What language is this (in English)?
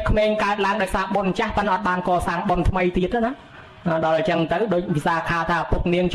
Khmer